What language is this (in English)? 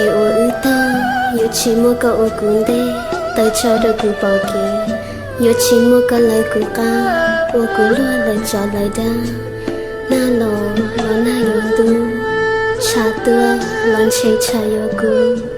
Hmong